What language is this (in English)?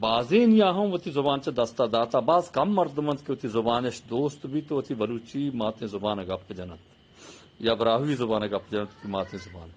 Eastern Balochi